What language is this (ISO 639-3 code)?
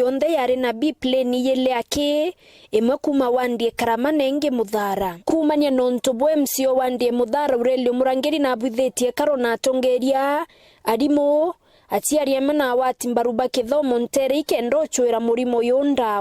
mer